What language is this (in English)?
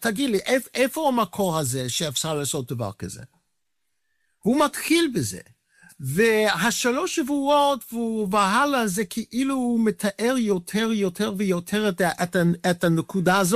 Hebrew